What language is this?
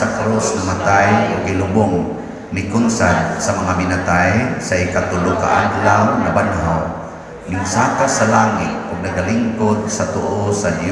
Cebuano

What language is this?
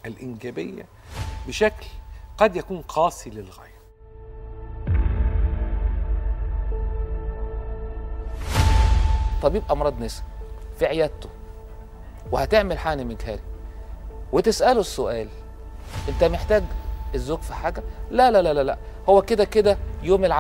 Egyptian Arabic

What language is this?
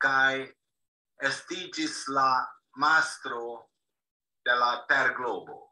Esperanto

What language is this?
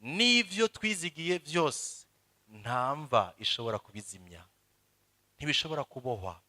Rundi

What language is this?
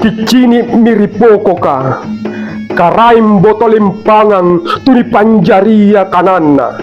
Makasar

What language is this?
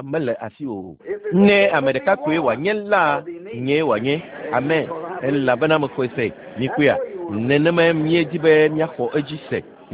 Ewe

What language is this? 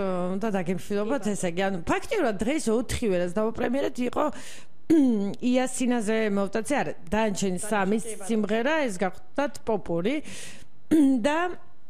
Georgian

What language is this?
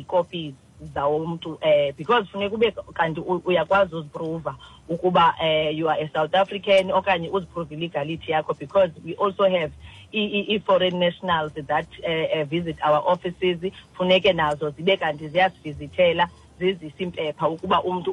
Xhosa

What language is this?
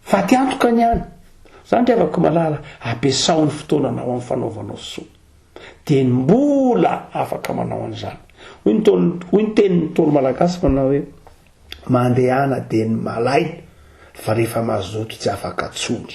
Malagasy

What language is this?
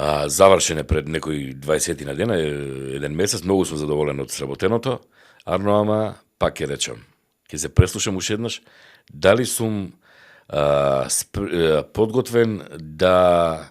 Macedonian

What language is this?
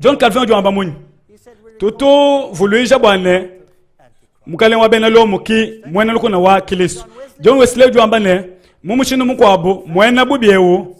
Luba-Lulua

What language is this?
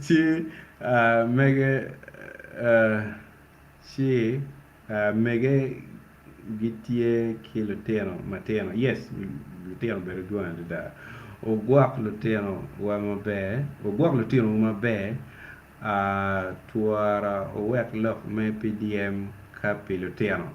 Acoli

